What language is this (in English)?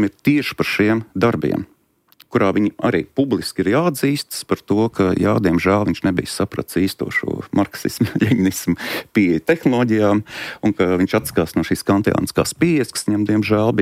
Latvian